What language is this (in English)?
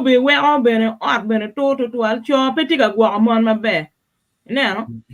Acoli